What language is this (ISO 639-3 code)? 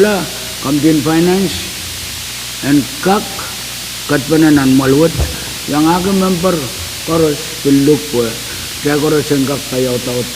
pon